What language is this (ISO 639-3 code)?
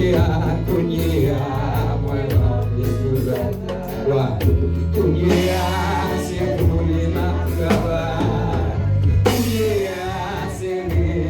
hat